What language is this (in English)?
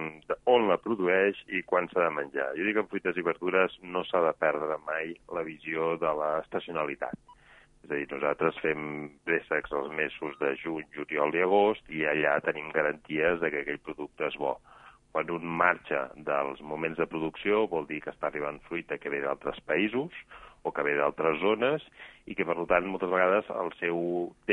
Catalan